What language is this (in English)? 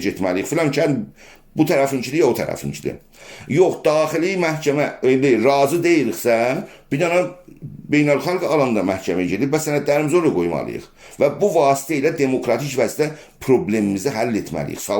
South Azerbaijani